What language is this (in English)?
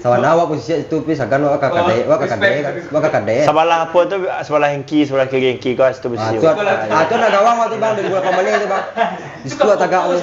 Minangkabau